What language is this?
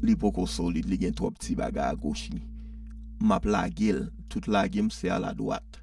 Haitian Creole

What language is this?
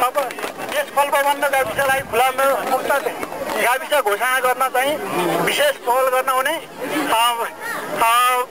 Nepali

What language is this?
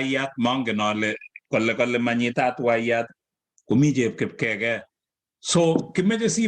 Kalenjin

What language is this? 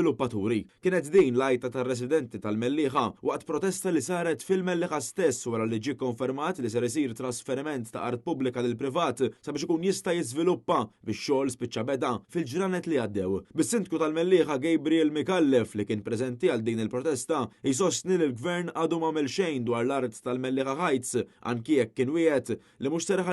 Maltese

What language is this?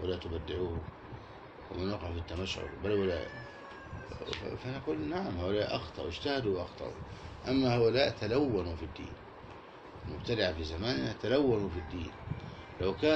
Arabic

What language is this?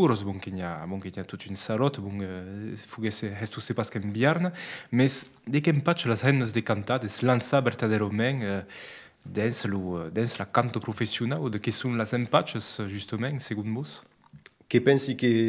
Occitan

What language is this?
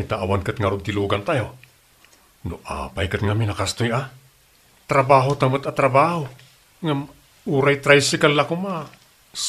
Iloko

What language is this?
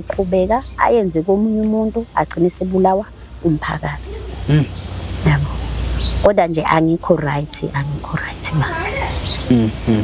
Zulu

